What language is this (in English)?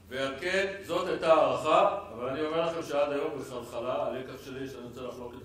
Hebrew